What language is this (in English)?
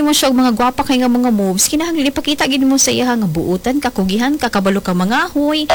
Cebuano